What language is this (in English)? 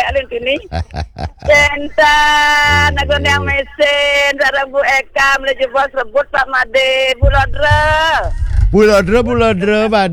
Balinese